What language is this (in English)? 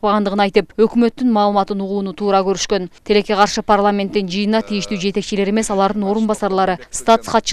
Kyrgyz